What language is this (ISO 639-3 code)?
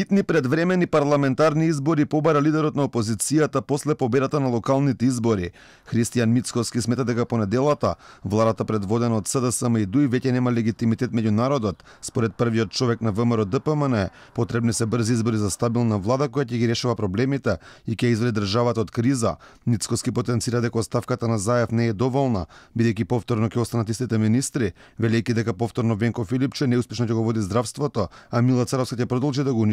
mkd